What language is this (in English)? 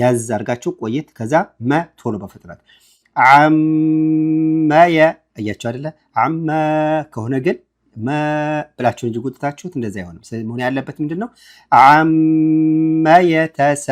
Amharic